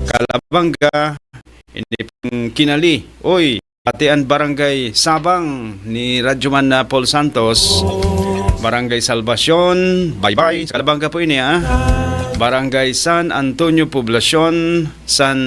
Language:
Bikol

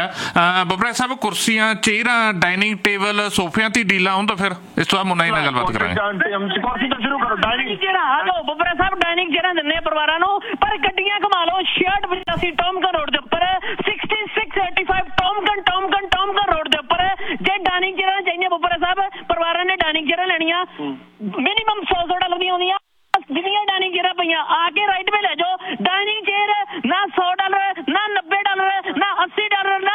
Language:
Punjabi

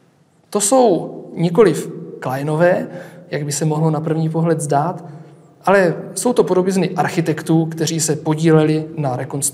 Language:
Czech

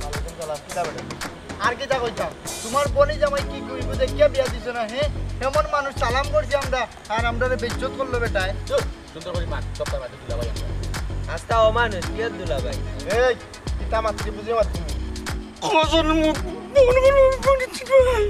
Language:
Sylheti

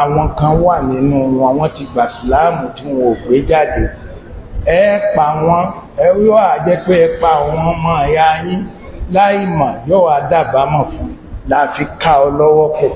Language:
Yoruba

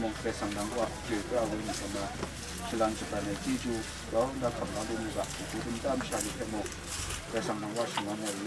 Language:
Kachin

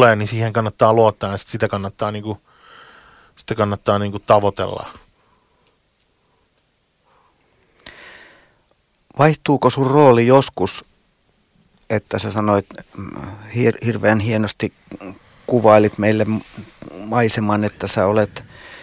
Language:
Finnish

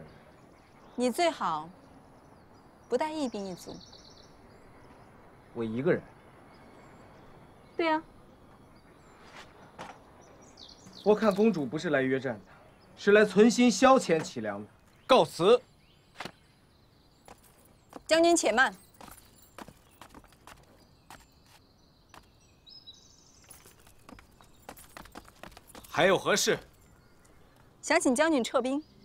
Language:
Chinese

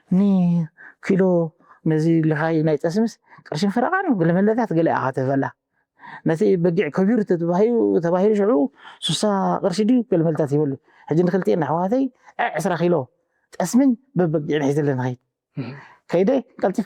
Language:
Tigrinya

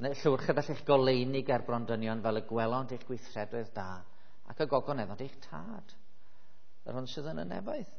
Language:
Welsh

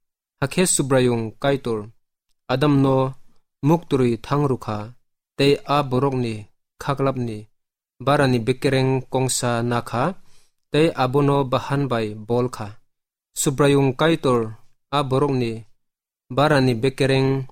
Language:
Kok Borok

